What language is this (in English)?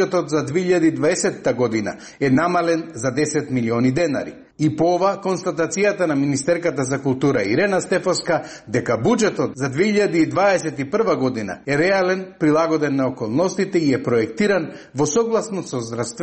Macedonian